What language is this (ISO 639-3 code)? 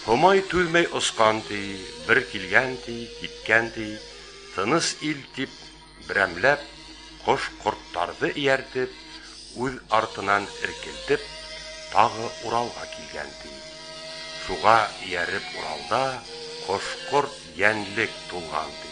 bak